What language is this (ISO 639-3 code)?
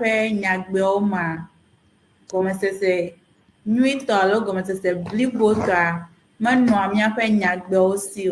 ewe